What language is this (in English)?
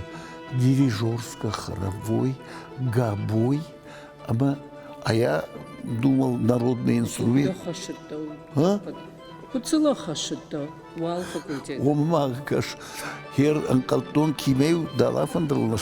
Ossetic